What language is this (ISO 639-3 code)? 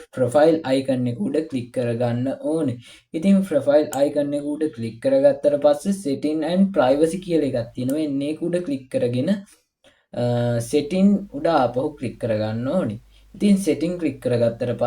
sin